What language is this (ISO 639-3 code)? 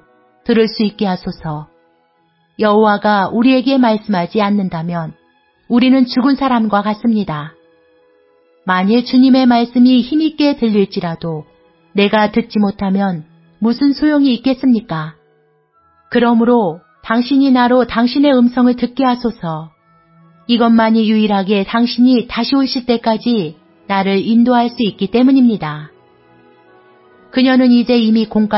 kor